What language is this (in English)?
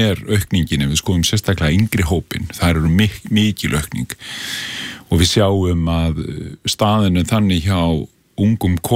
Icelandic